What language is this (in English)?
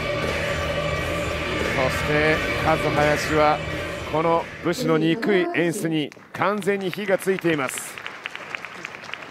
Japanese